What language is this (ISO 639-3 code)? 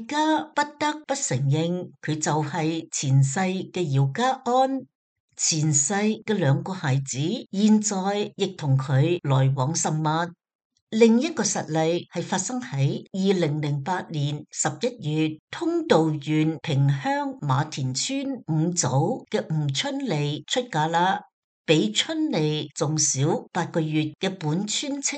yue